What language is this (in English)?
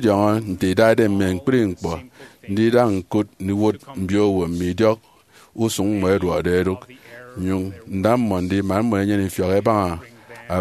Efik